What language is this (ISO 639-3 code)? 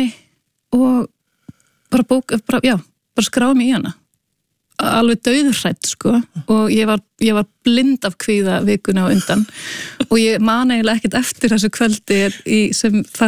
isl